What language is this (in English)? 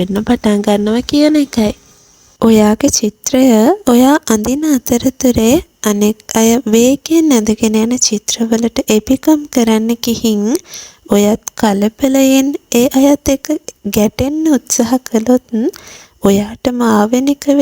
Sinhala